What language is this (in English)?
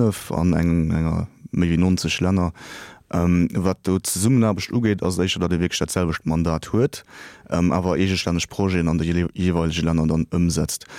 Luxembourgish